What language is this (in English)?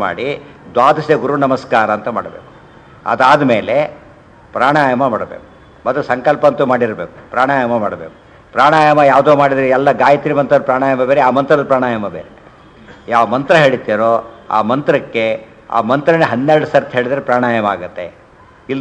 Kannada